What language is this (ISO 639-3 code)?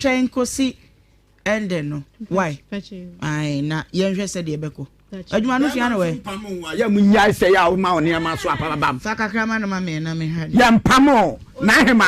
aka